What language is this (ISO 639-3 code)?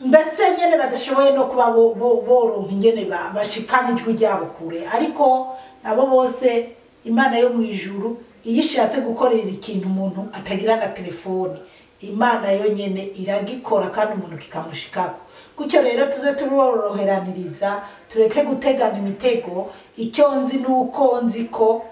run